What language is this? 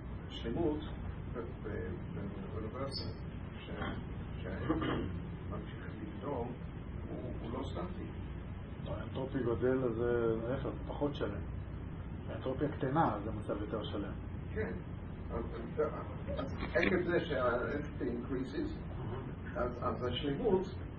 Hebrew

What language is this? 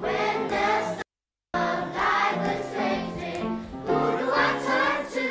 Kalaallisut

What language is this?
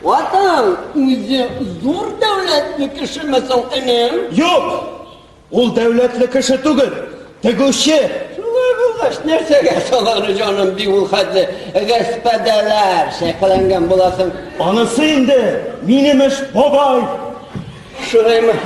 Tatar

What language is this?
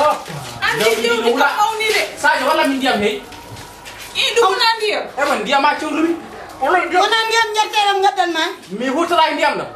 Fula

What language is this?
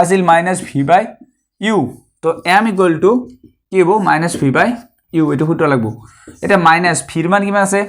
Assamese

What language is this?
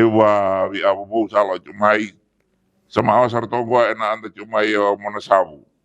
Fijian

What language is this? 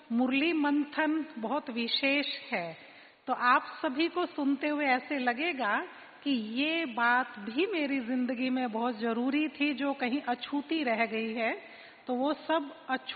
Hindi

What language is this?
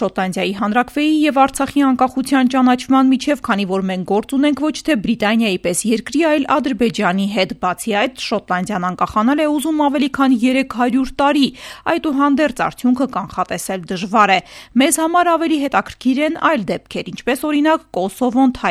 Armenian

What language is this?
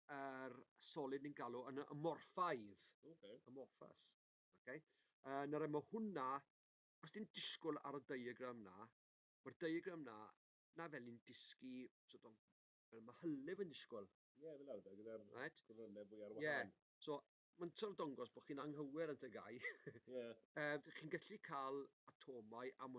Welsh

